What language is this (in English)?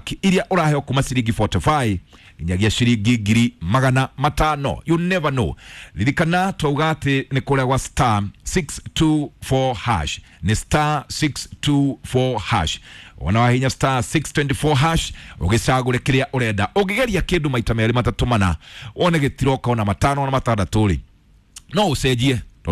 Kikuyu